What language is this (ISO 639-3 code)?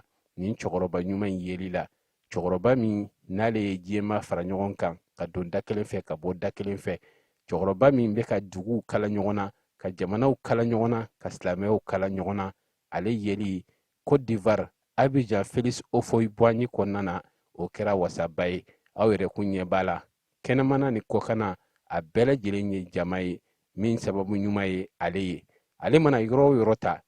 bam